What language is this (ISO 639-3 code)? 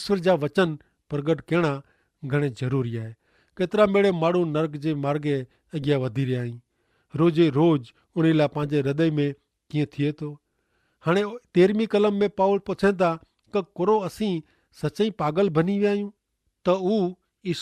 kfr